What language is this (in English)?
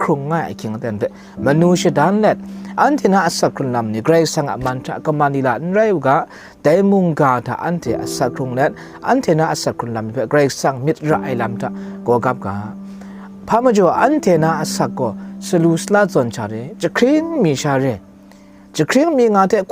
Kachin